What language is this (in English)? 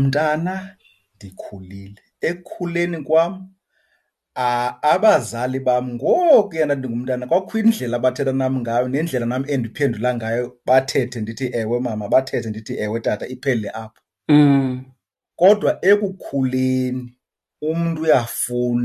Xhosa